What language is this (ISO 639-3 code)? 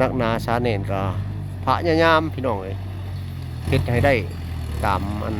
lao